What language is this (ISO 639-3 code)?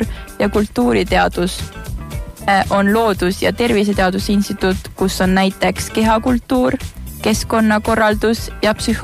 est